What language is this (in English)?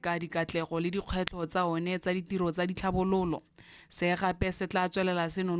Tswana